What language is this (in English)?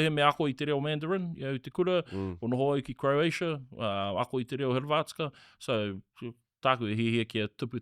Māori